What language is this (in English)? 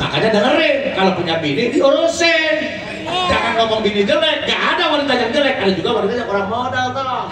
Betawi